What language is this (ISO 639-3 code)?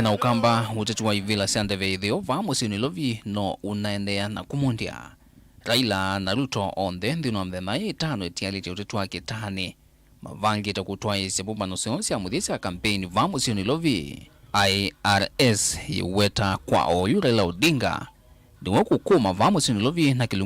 kam